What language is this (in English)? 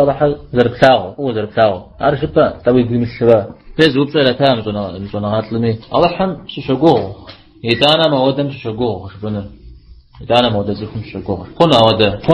Kabardian